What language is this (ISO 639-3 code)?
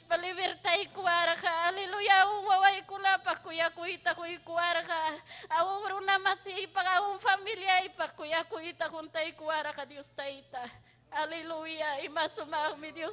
quy